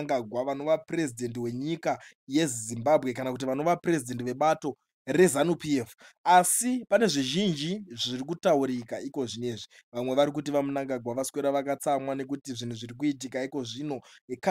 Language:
Shona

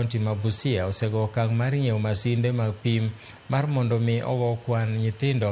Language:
Luo (Kenya and Tanzania)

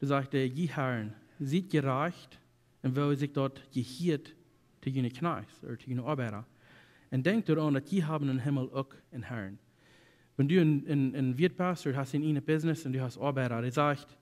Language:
Plautdietsch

